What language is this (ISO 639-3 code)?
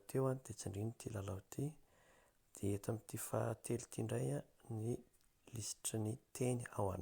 mlg